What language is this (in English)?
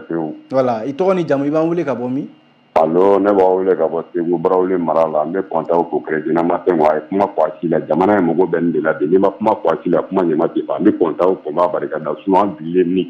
Bambara